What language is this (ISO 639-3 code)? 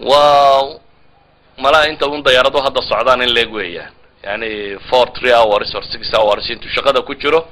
som